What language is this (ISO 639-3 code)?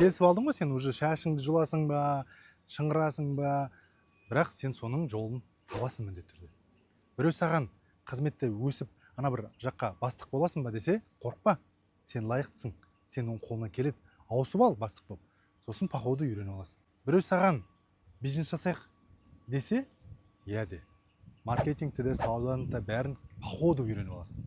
kaz